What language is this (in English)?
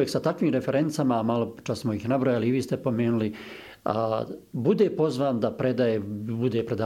Bosnian